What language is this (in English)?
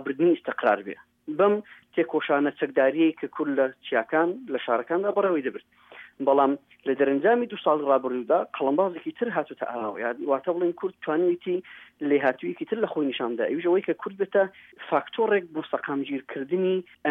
Central Kurdish